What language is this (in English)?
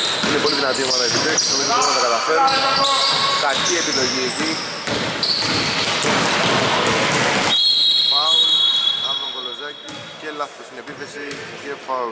Greek